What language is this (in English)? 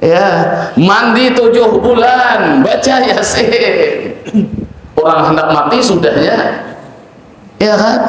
Banjar